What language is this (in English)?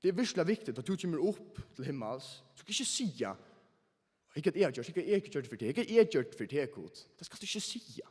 Faroese